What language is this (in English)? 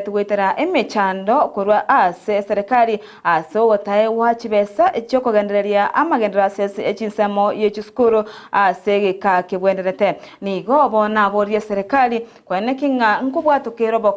Gusii